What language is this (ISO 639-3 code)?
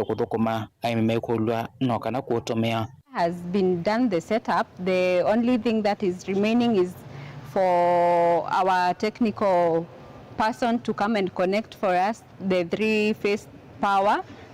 kam